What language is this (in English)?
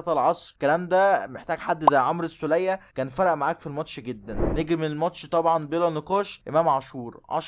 Egyptian Arabic